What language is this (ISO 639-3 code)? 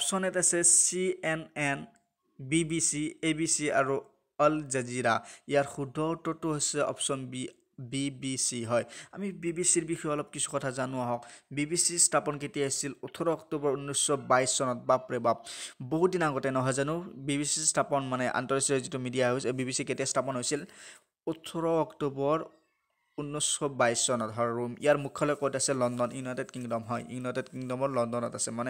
asm